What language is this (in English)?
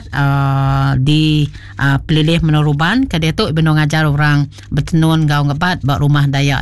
Iban